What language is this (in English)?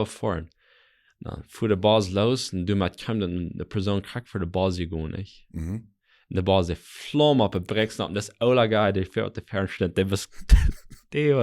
Plautdietsch